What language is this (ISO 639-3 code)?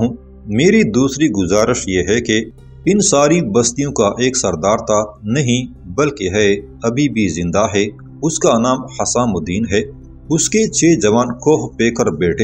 urd